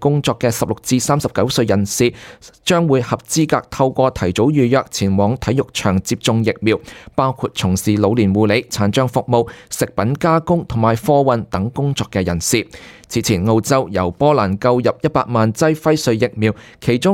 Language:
Cantonese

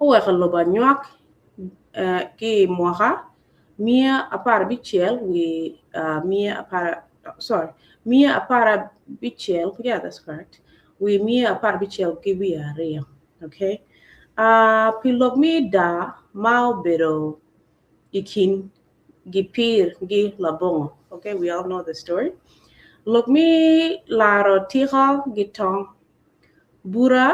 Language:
Acoli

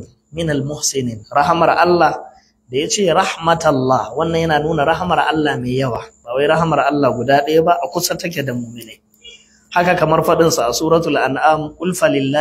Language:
Hausa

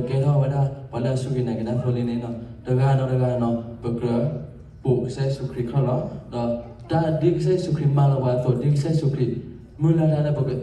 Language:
S'gaw Karen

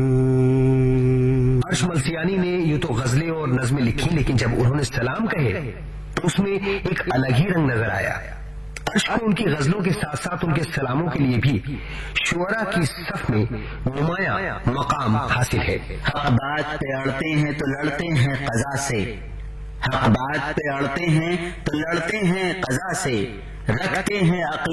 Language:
Urdu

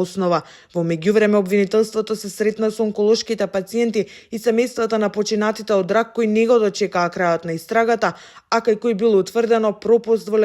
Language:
Macedonian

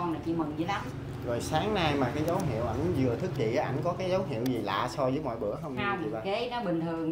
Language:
Vietnamese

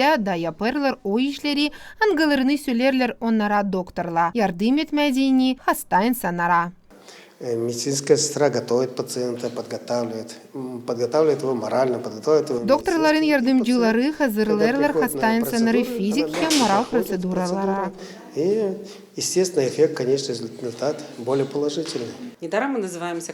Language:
Gagauz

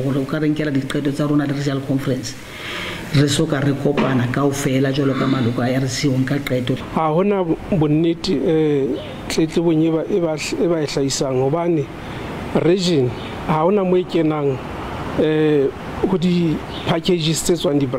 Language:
Southern Sotho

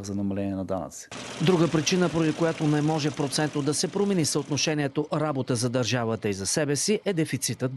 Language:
Bulgarian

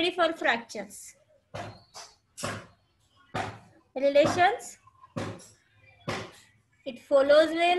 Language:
English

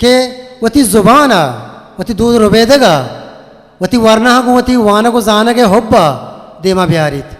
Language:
Eastern Balochi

